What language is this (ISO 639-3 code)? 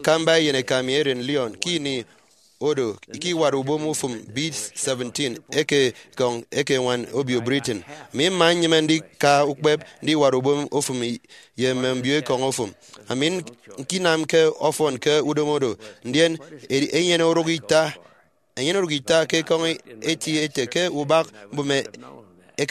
efi